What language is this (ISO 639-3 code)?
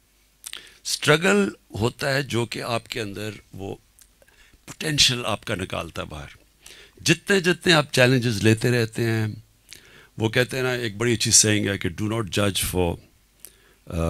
urd